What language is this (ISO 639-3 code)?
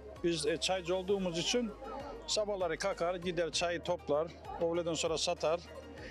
tur